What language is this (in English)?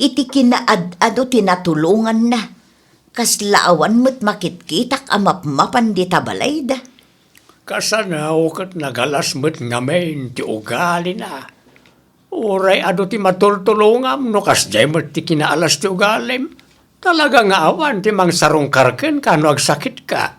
Iloko